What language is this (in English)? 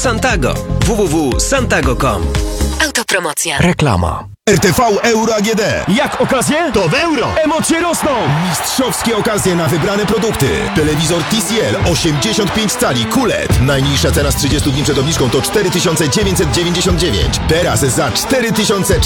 Polish